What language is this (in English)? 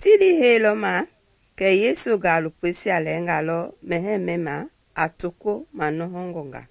Mende